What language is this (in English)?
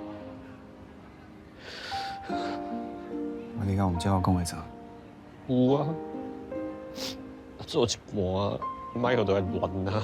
Min Nan Chinese